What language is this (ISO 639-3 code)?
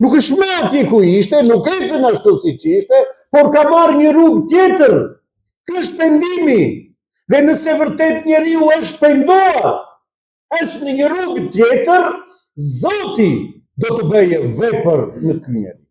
sqi